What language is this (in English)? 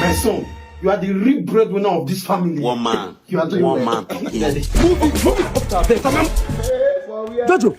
Nigerian Pidgin